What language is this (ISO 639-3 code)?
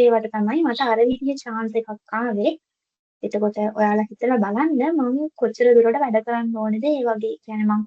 sin